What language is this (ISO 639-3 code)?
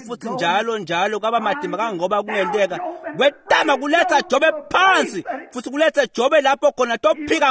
ssw